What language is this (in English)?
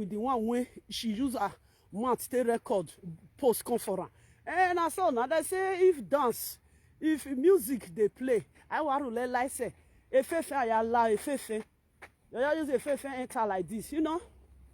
Nigerian Pidgin